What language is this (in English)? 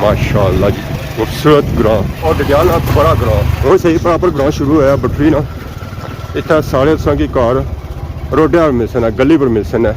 Pahari-Potwari